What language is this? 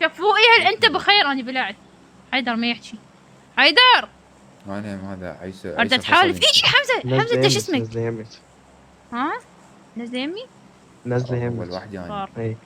Mesopotamian Arabic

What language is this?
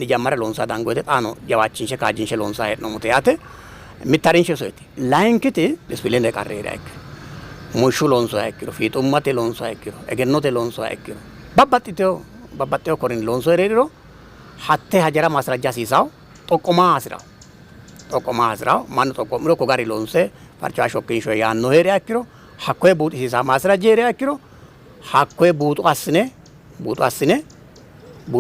Sidamo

